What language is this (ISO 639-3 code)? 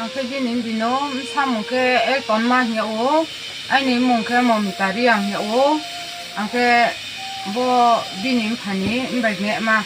ria